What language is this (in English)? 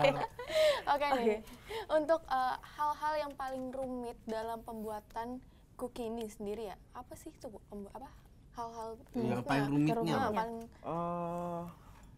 Indonesian